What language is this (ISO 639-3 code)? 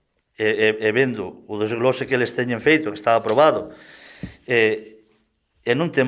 glg